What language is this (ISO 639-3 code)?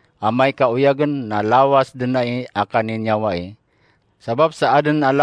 mrw